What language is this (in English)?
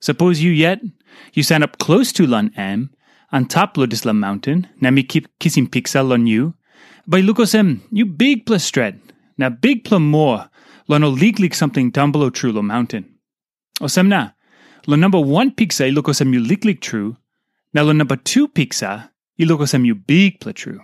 Tok Pisin